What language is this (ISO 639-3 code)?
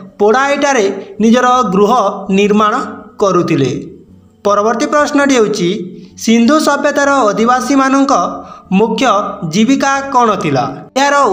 ori